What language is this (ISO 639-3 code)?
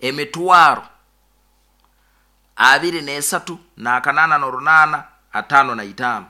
nyo